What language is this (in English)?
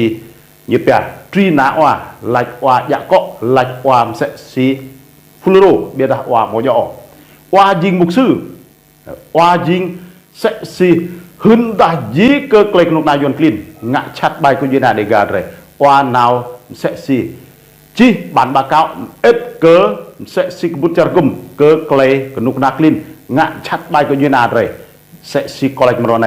Rade